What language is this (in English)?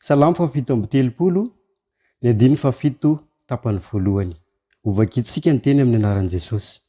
Malagasy